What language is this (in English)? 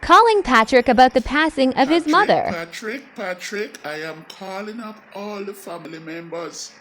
Jamaican Creole English